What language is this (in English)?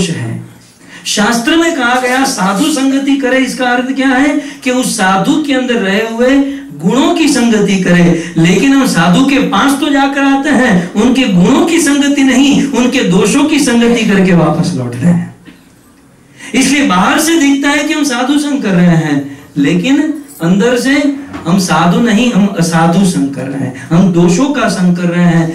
Hindi